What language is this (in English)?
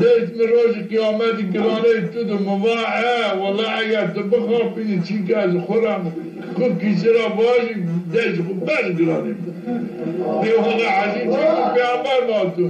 Zaza